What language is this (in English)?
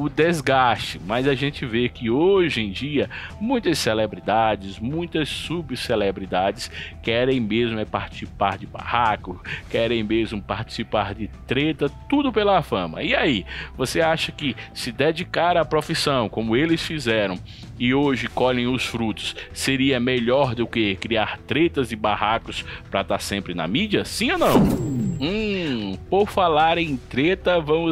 Portuguese